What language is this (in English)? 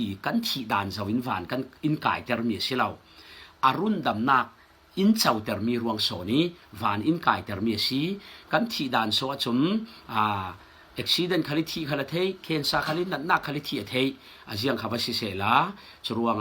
Falam Chin